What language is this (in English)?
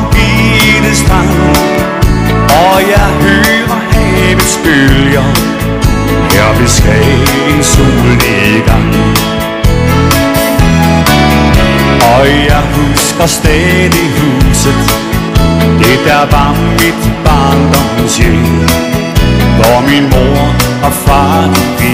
Danish